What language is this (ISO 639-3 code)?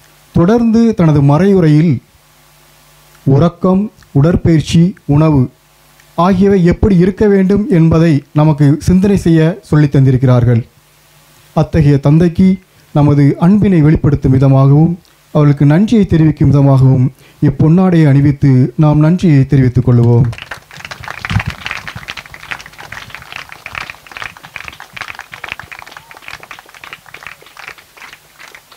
tam